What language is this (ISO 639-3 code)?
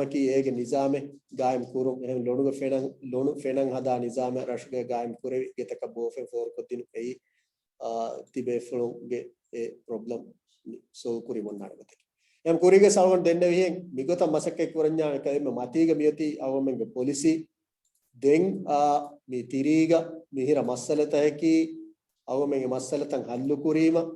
div